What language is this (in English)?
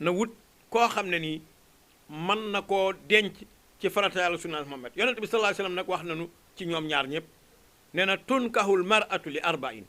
Wolof